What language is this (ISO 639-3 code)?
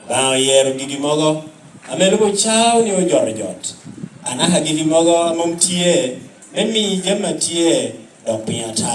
laj